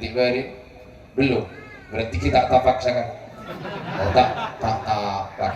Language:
Madurese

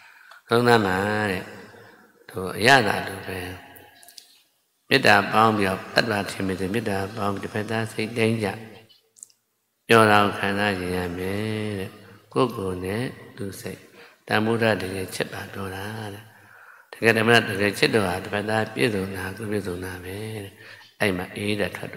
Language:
Burmese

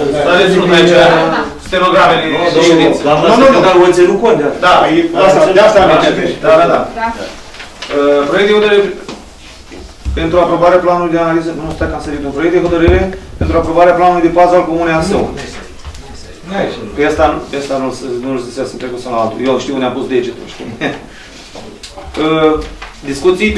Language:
Romanian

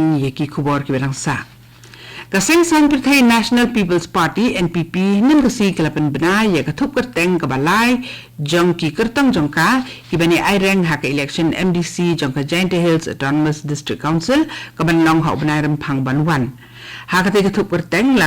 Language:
Khasi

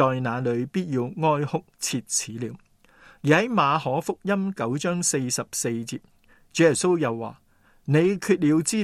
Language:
Cantonese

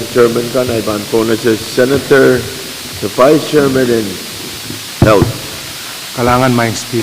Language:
Pohnpeian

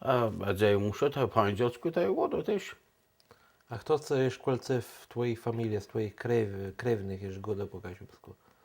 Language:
Kashubian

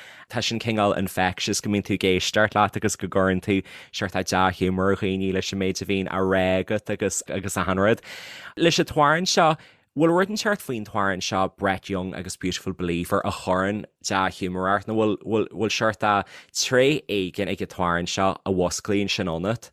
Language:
Irish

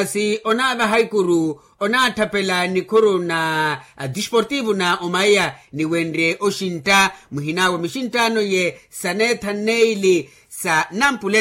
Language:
Makhuwa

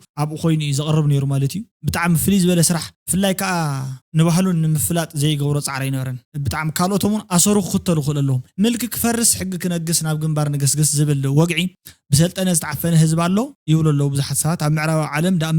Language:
Tigrinya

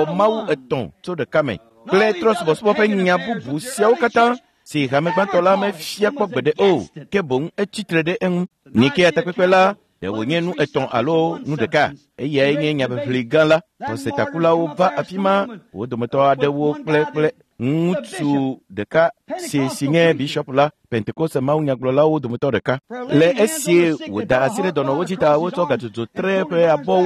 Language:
Ewe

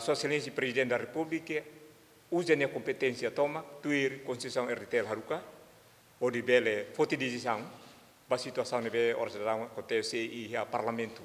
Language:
Tetum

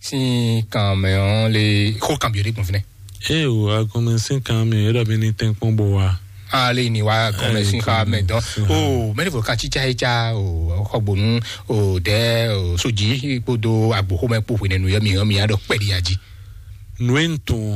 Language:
Fon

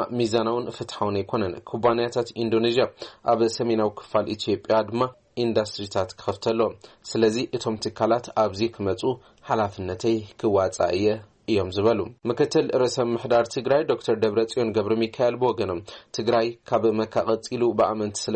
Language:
Tigrinya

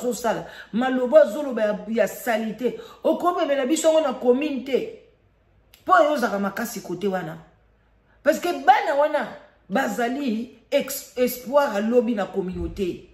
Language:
Lingala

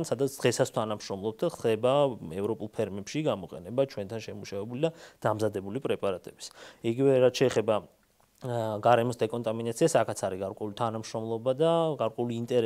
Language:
Georgian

